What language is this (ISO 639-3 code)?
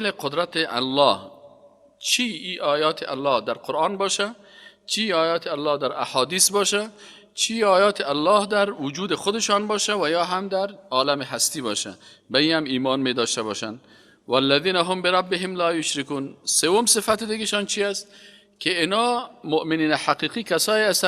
fas